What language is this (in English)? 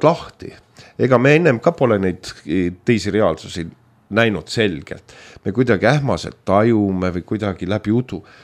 Estonian